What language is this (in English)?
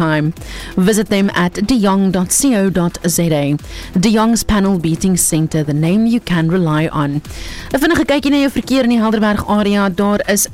Afrikaans